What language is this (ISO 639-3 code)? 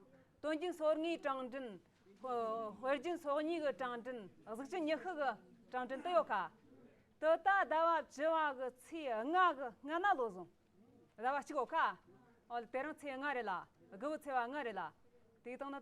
adx